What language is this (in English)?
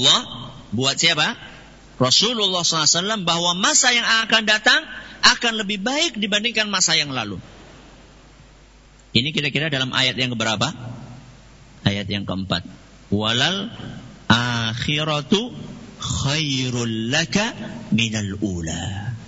Indonesian